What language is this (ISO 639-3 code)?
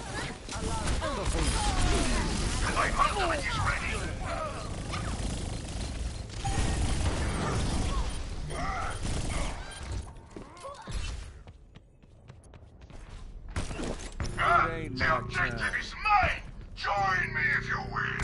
eng